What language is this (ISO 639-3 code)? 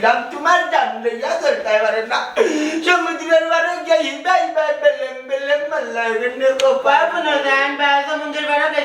syl